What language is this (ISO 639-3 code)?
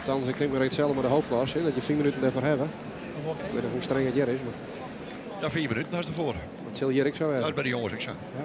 fry